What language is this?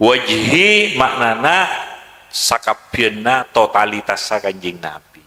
Madurese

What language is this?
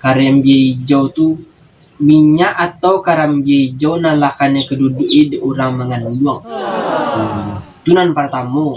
Minangkabau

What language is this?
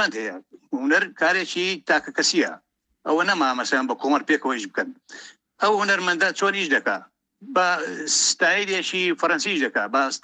Central Kurdish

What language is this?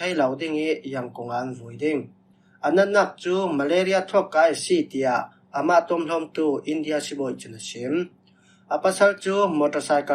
Falam Chin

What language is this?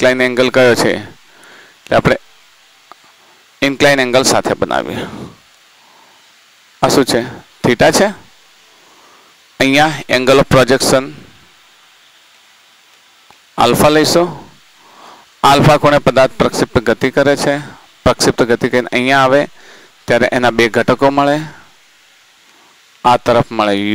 Gujarati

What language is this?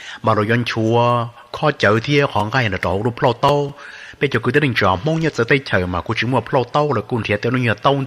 Hmong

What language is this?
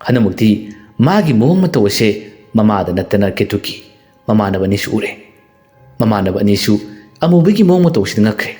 Manipuri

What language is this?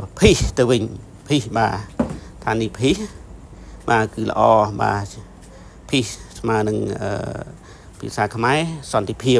Khmer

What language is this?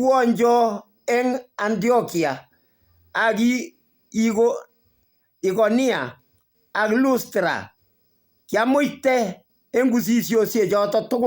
Kalenjin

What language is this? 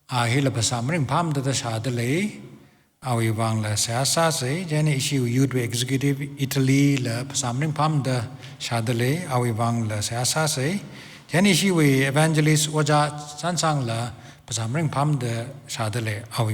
Tangkhul Naga (India)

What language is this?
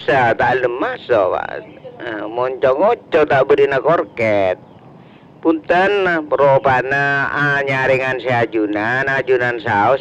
Madurese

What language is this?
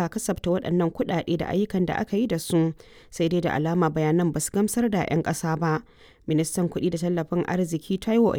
Hausa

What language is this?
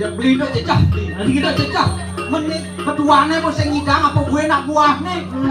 Balinese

